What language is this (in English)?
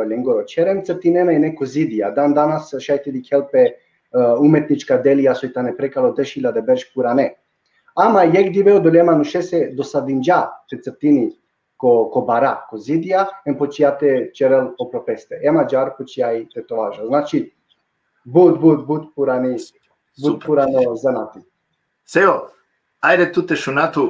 Balkan Romani